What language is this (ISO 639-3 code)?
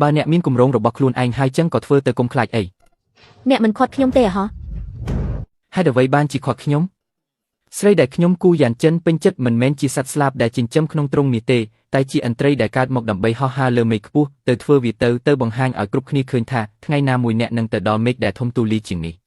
khm